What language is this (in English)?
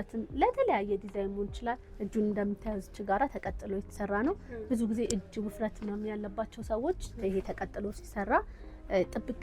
Amharic